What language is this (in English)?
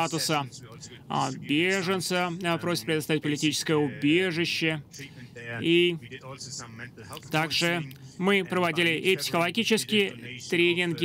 Russian